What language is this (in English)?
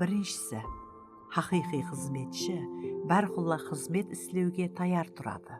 Kara-Kalpak